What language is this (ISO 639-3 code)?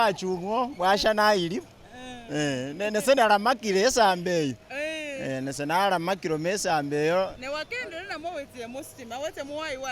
myx